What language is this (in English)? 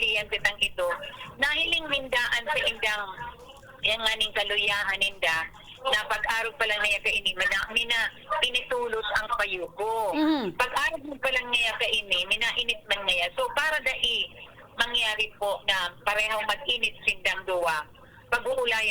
Bikol